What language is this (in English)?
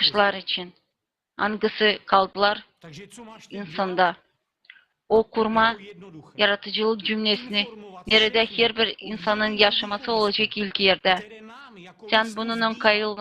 Gagauz